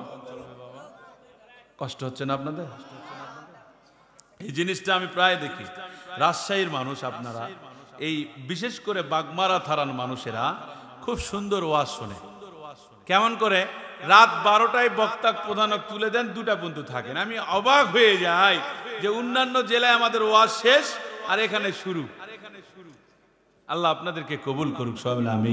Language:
Bangla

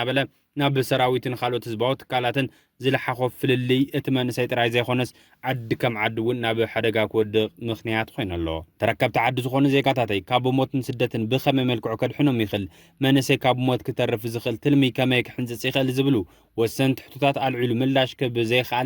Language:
Tigrinya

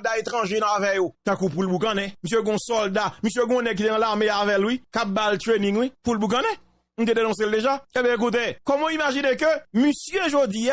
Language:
Haitian Creole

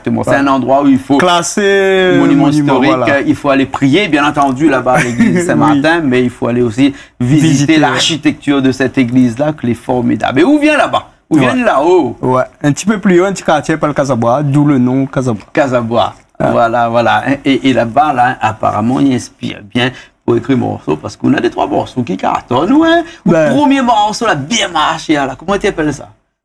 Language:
Réunion Creole French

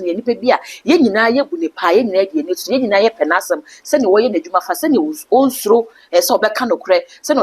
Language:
Akan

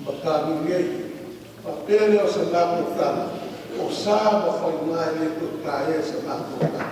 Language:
Samoan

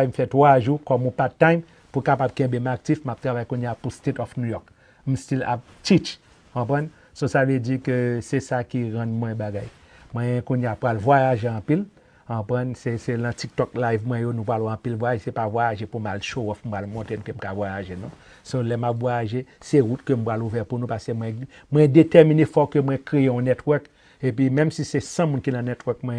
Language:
Haitian Creole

